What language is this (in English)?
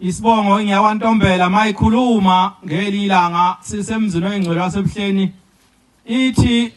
Zulu